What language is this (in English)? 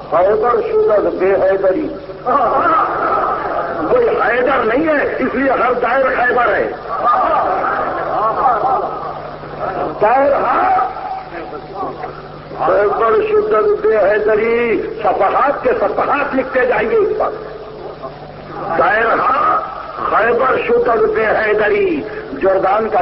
Urdu